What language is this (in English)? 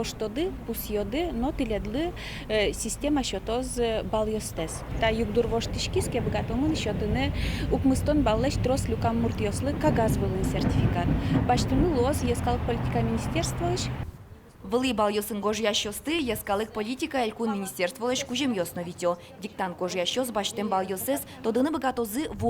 Udmurt